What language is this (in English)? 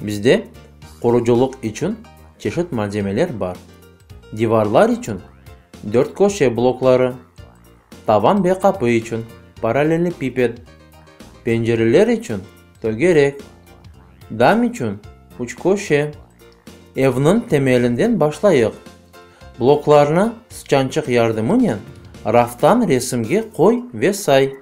Crimean Tatar